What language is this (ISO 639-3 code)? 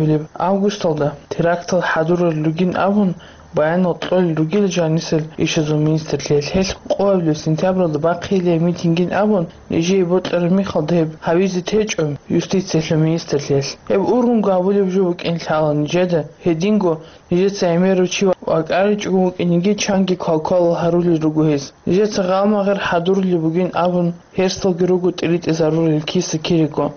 ava